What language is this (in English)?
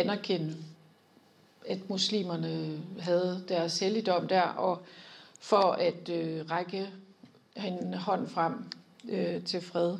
Danish